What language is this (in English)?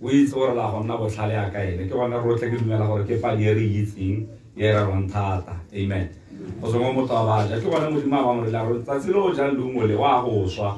Tswana